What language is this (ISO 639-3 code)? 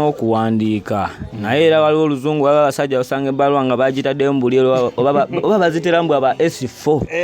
lug